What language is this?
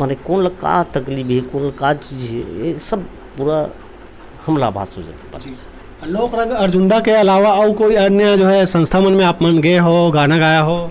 Chhattisgarhi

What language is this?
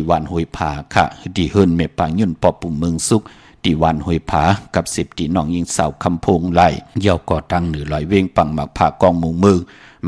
Shan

